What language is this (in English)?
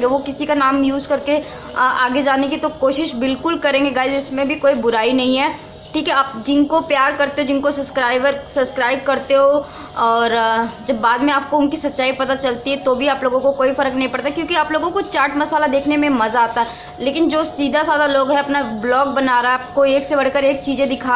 Hindi